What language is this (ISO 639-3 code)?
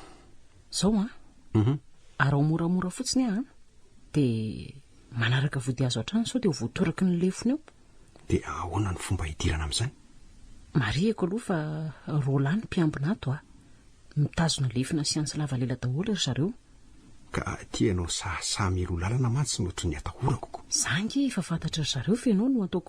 mlg